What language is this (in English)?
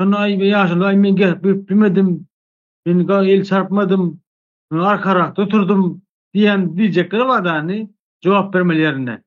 Turkmen